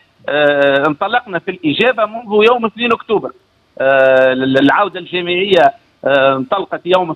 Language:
Tunisian Arabic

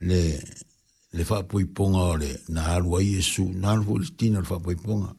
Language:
Samoan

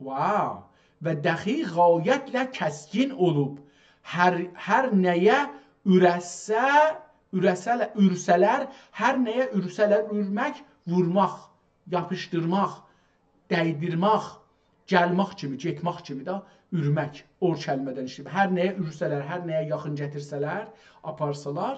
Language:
South Azerbaijani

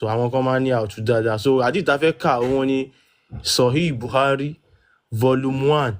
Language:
Yoruba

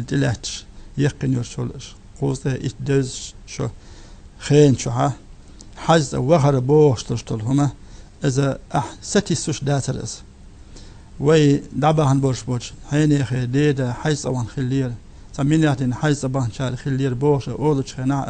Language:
Chechen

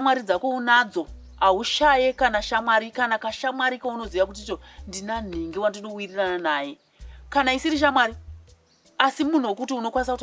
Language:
Shona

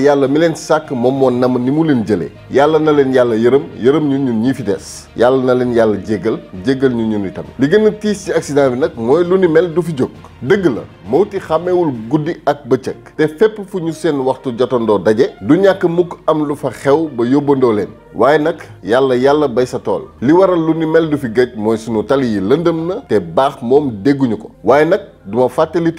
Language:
Wolof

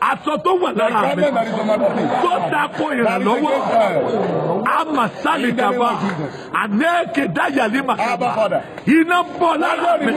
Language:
Yoruba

